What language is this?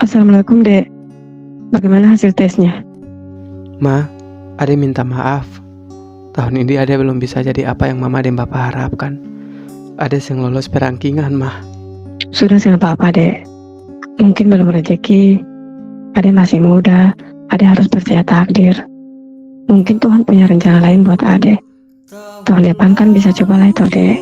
Ambonese Malay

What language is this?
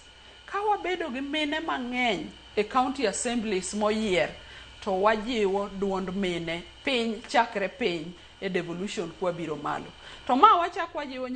Luo (Kenya and Tanzania)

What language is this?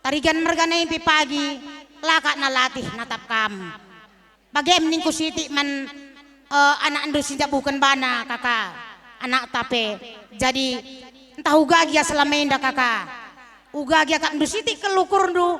Batak Karo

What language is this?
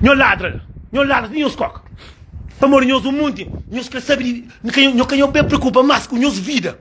Kabuverdianu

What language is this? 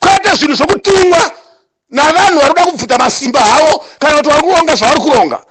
Shona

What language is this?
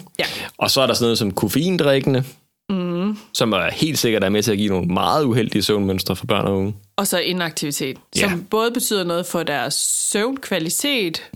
Danish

